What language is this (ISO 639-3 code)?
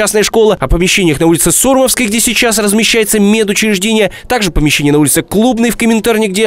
rus